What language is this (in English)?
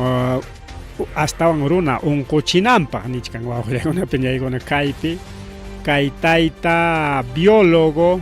Ayacucho Quechua